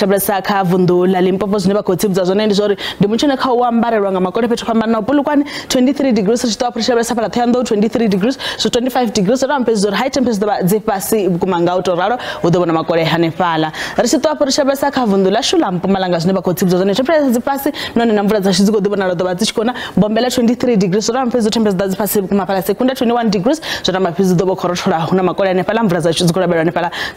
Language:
Venda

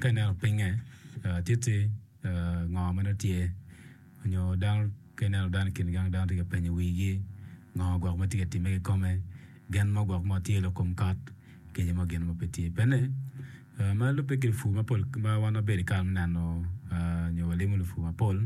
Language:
Acoli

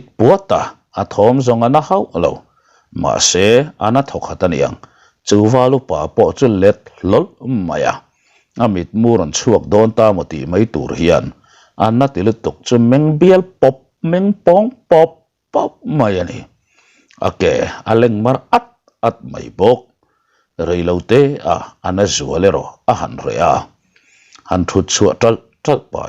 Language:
Mizo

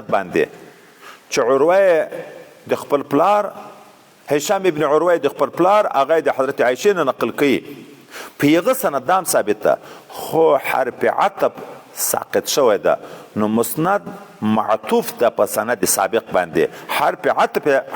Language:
Pashto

